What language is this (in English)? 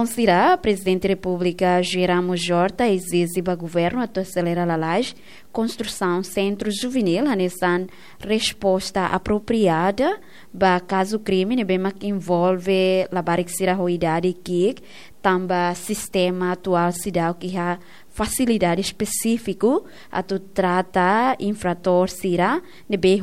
Tetum